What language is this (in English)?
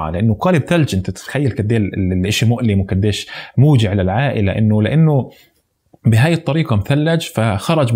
North Levantine Arabic